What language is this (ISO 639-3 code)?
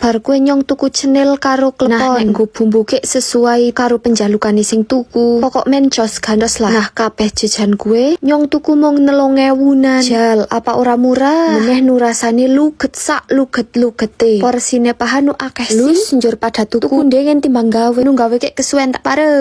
jav